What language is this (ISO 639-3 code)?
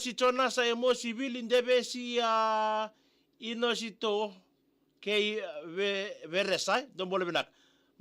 fij